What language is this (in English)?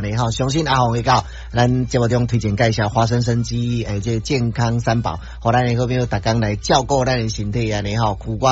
Min Nan Chinese